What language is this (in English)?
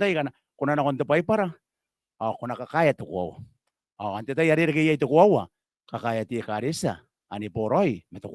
Gilbertese